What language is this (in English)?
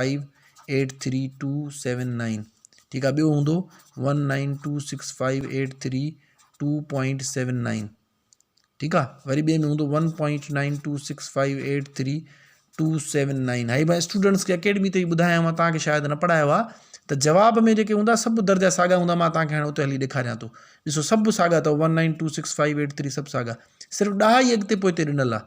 Sindhi